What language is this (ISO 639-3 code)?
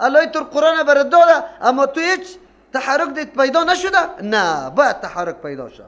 fas